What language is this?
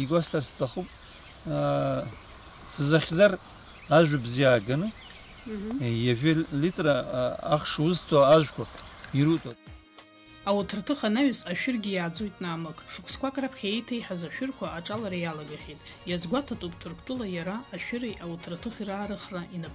Abkhazian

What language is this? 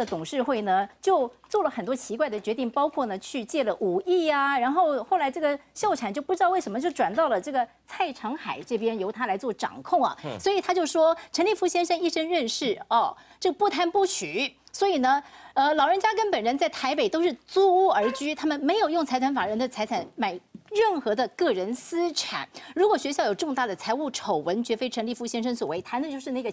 Chinese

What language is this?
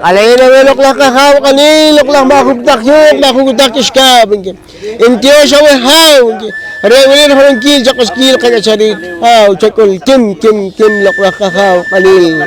Poqomchi'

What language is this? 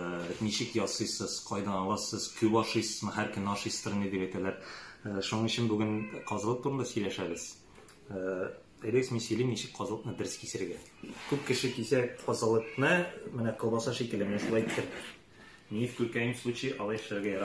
Tatar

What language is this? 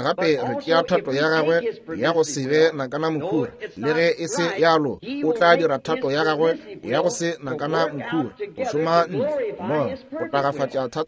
Northern Sotho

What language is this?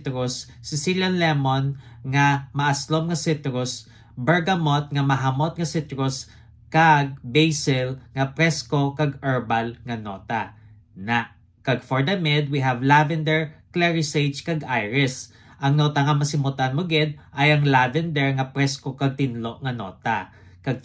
Hiligaynon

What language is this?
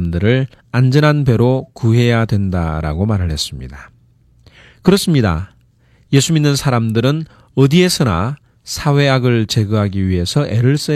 Korean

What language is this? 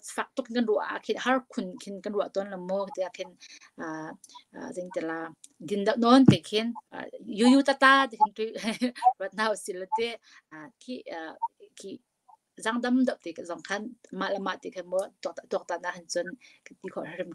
Hakha Chin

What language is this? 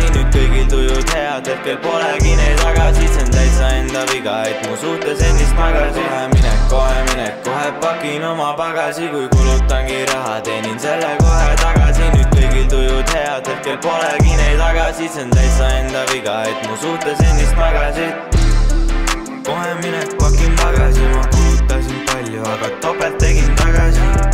Estonian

